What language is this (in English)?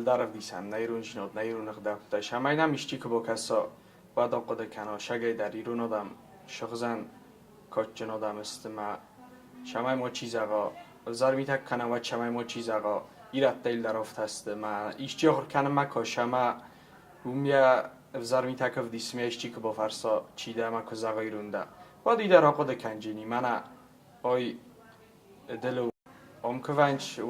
Ossetic